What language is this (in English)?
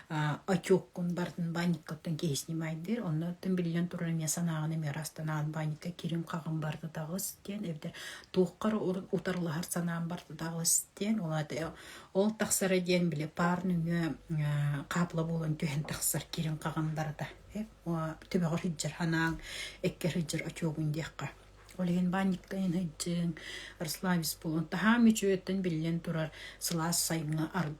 Yakut